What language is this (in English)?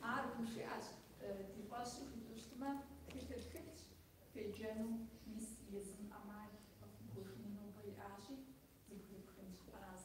Kabardian